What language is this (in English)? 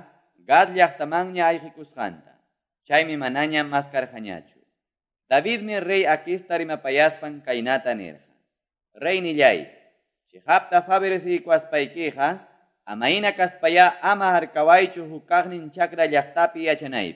Quechua